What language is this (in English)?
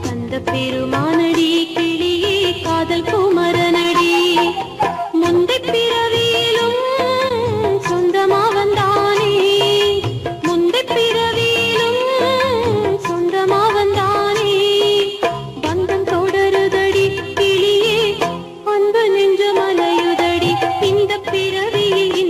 Tamil